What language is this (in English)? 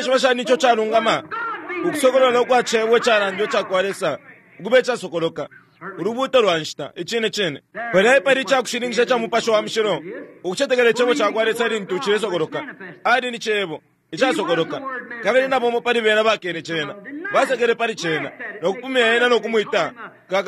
Bemba